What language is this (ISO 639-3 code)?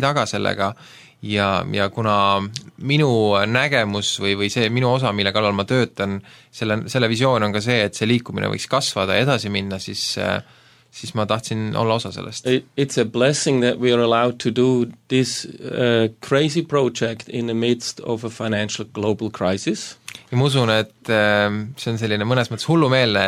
est